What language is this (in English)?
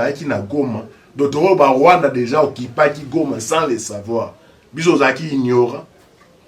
Lingala